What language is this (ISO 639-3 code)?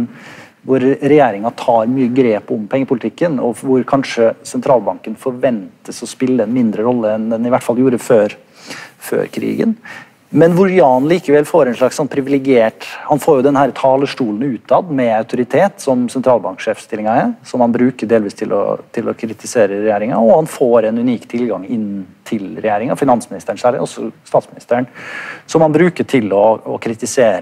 nor